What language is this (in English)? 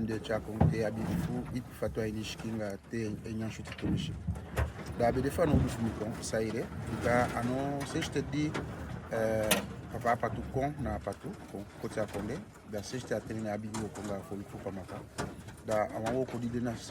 Eastern Maroon Creole